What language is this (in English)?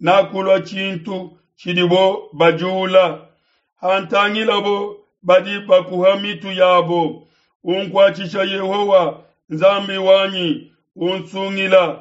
Luba-Lulua